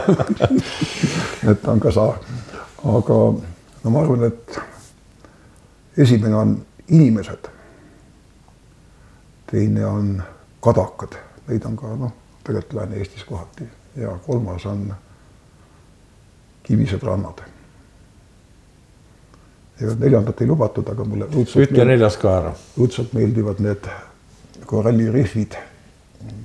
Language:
Estonian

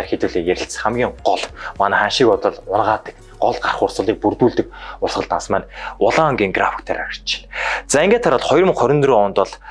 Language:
Mongolian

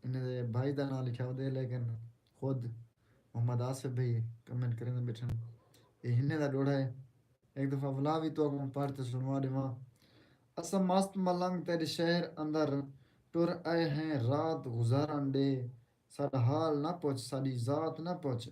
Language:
Saraiki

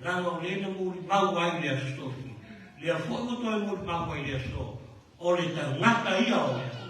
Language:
Samoan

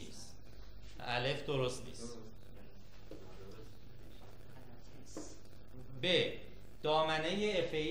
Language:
Persian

